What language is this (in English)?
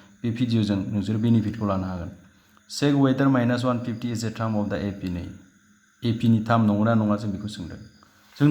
Bodo